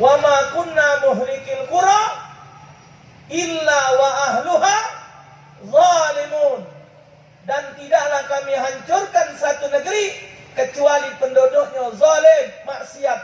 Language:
Musi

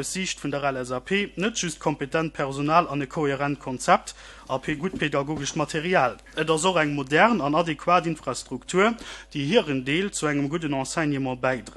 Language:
Luxembourgish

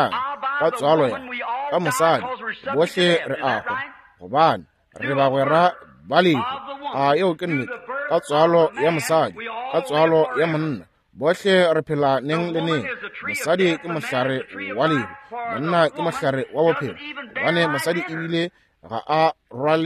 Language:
Northern Sotho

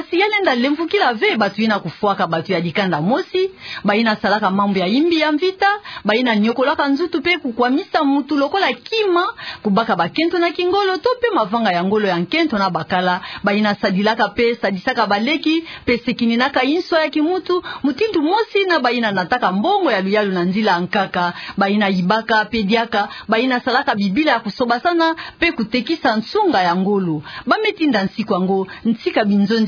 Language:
Kituba (Democratic Republic of Congo)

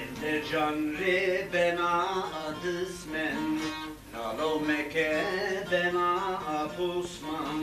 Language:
Zaza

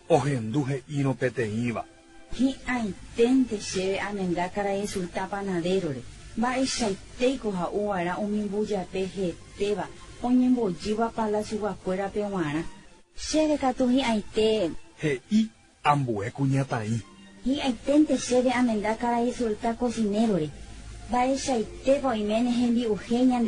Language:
Guarani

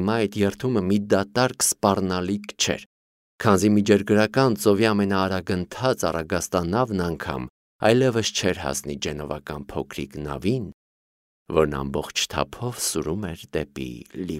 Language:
Armenian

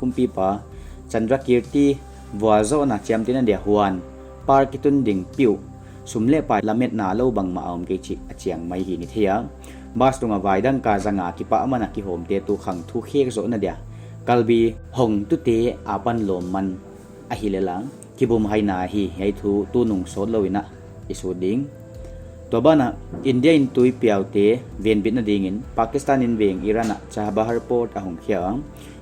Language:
Paite Chin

